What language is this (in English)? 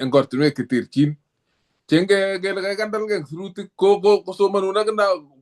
Kalenjin